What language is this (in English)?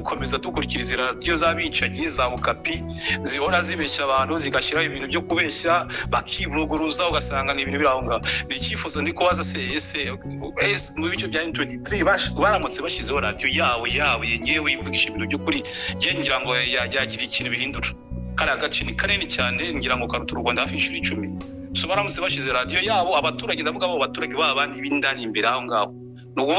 Kinyarwanda